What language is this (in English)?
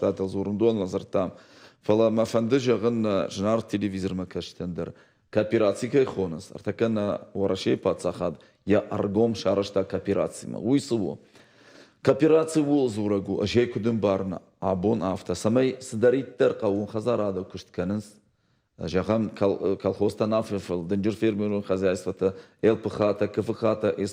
Ossetic